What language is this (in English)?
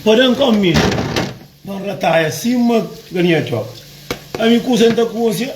Kabuverdianu